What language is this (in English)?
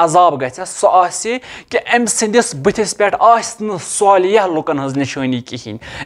Kashmiri